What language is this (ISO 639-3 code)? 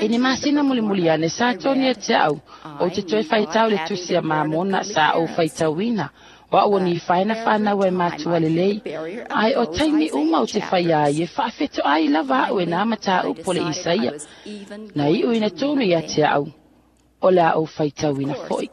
smo